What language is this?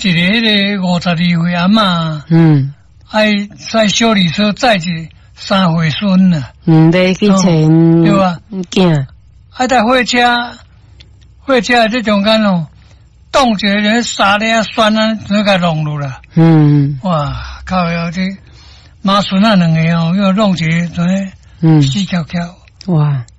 Min Nan Chinese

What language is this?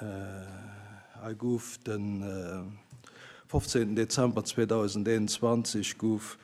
Luxembourgish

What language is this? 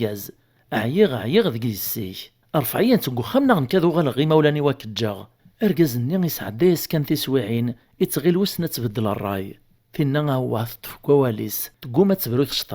Kabyle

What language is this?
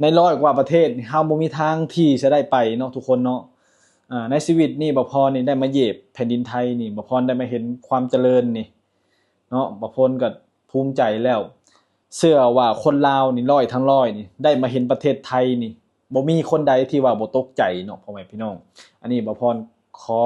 Lao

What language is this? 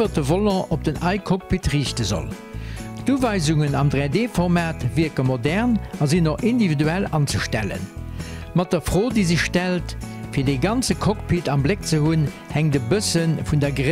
Luxembourgish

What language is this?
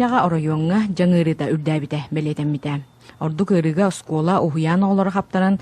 Yakut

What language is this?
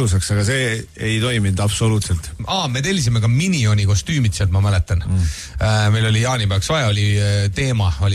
Estonian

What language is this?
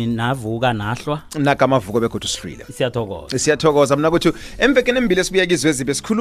South Ndebele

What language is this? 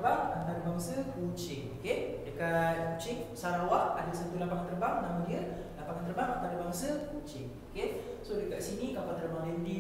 Malay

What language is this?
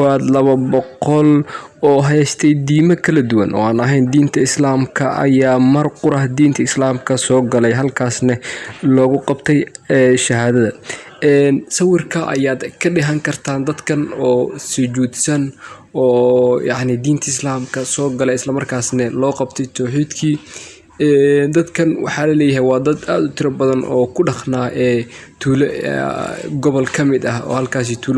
Somali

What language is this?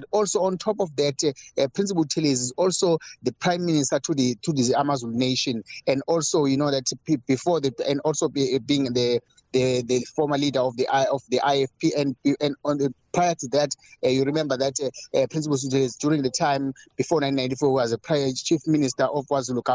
English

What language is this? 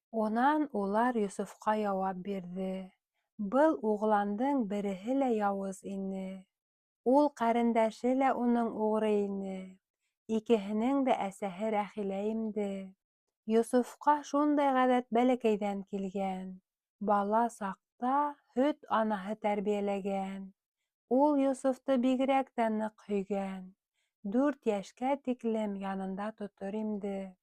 Bashkir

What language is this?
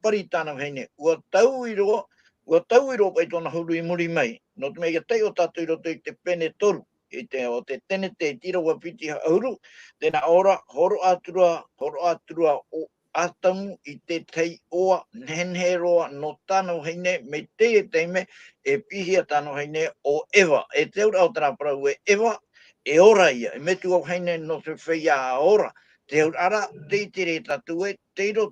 Tahitian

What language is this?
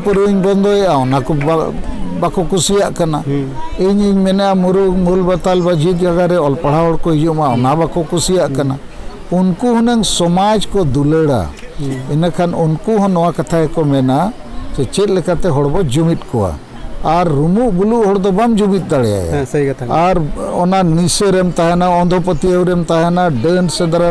Santali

